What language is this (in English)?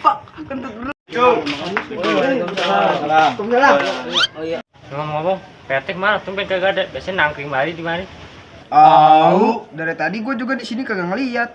Betawi